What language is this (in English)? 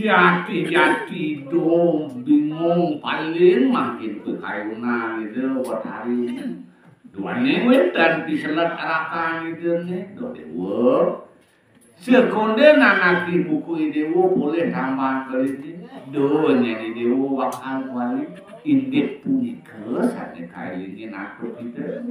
Balinese